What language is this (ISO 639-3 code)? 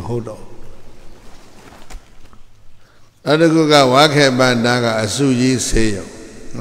mya